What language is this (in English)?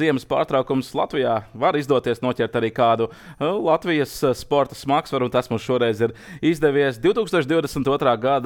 Latvian